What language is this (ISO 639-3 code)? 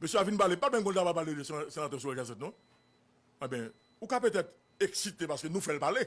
hat